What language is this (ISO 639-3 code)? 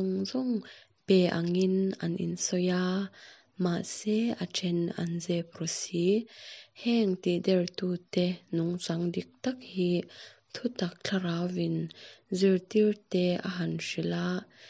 lus